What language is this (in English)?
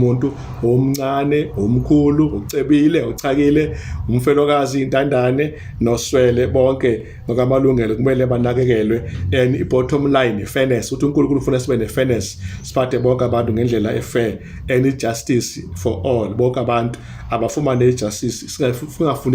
Zulu